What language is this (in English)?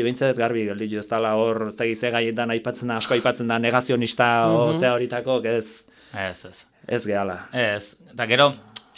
Basque